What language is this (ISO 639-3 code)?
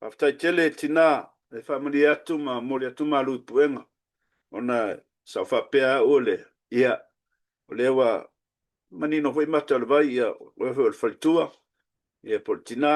smo